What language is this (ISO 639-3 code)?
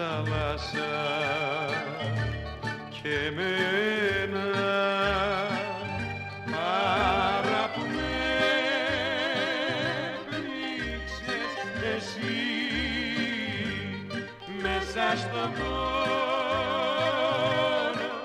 ell